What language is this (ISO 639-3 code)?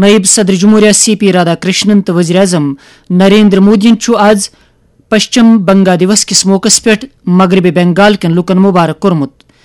kas